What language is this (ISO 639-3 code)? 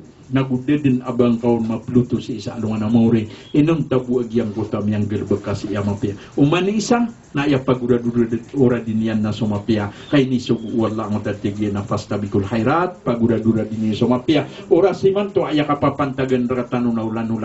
mrw